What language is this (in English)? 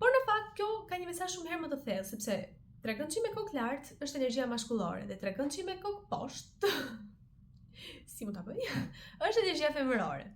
Albanian